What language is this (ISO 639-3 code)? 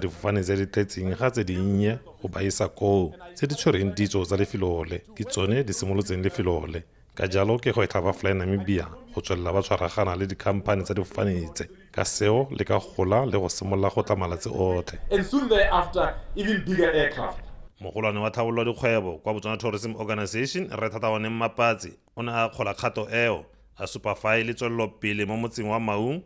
tsn